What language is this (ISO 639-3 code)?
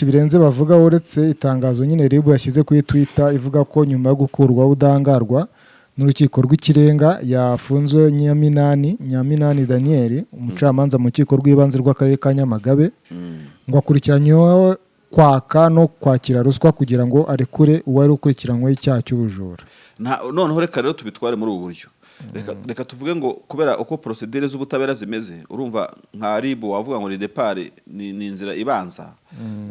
kin